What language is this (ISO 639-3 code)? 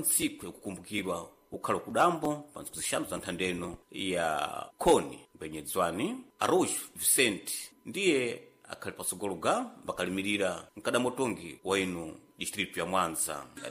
seh